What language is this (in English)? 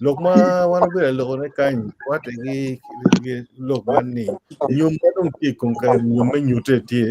Acoli